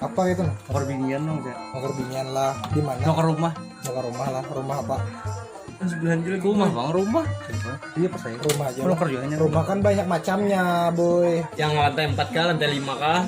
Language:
Banjar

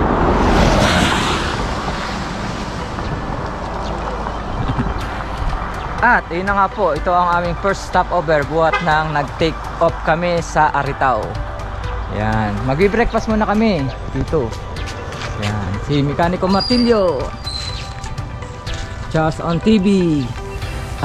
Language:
Filipino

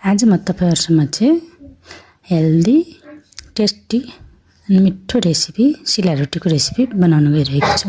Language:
Nepali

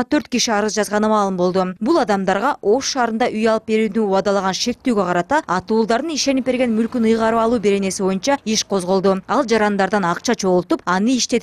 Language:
Kyrgyz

